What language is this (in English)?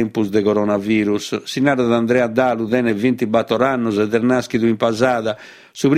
Sardinian